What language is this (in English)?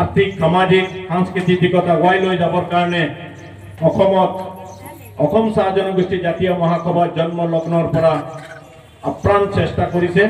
Assamese